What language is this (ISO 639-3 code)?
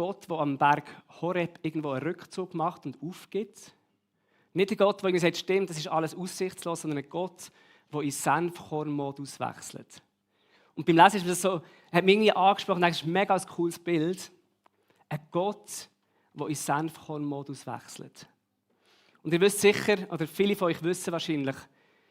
gsw